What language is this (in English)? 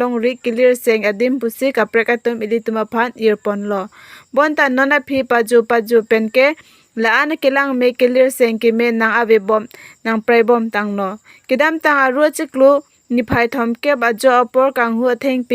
Karbi